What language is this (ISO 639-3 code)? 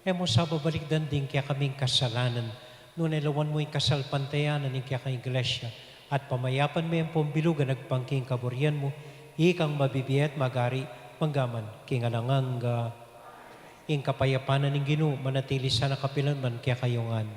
pam